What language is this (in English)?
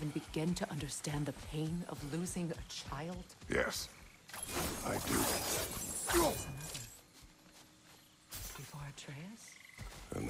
English